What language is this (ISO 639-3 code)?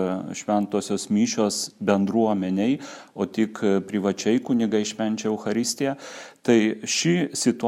lit